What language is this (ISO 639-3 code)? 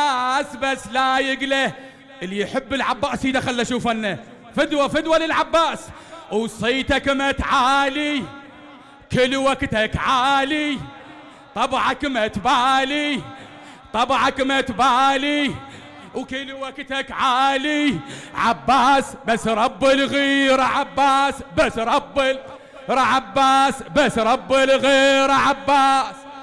acm